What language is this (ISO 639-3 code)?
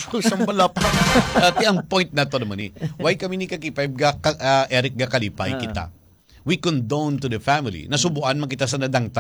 hil